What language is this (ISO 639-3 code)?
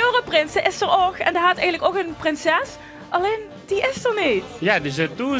lim